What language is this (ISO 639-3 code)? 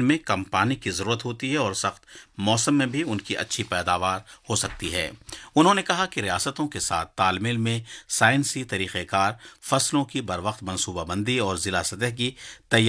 urd